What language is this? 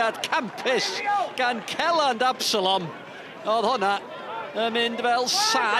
Welsh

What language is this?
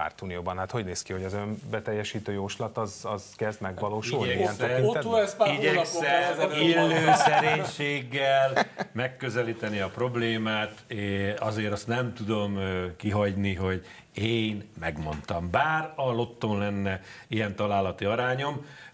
Hungarian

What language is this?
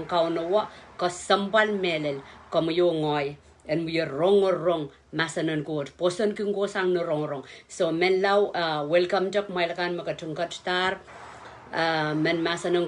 Pohnpeian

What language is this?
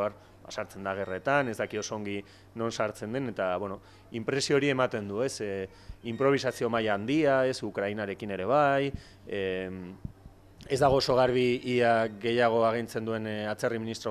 Basque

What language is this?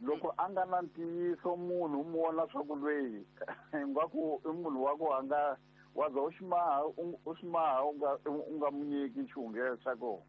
Tsonga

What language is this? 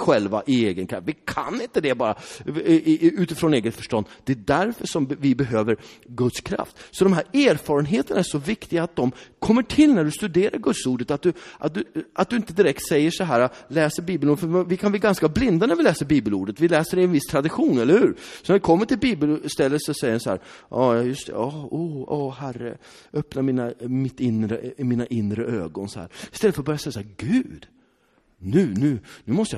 Swedish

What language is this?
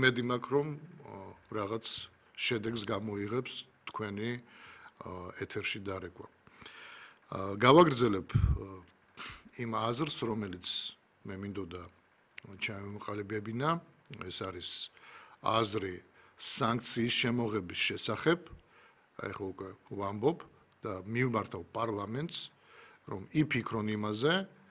Georgian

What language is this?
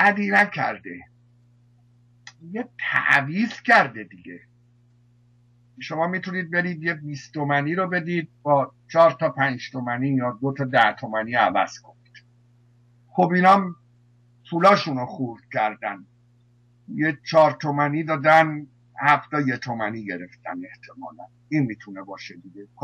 Persian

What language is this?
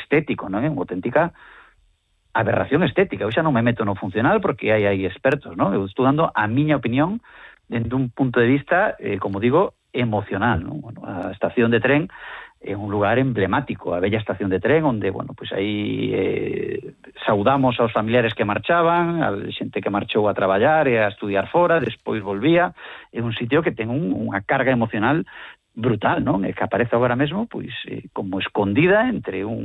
Galician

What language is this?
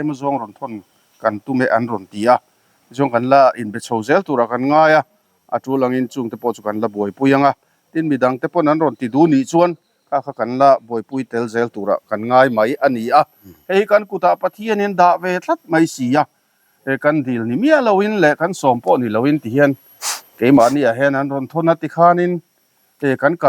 Mizo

